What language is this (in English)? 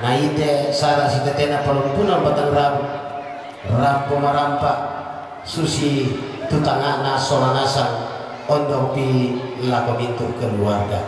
Toraja-Sa'dan